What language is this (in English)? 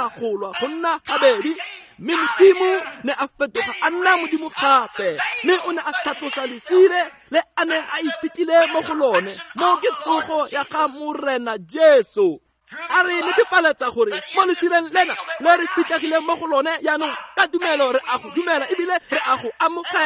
Tswana